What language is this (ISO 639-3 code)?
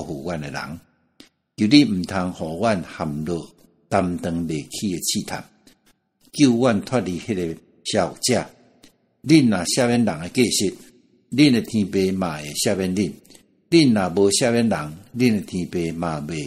nan